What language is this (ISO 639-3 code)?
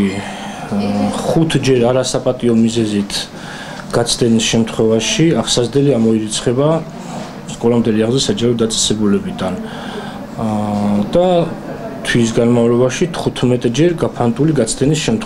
kat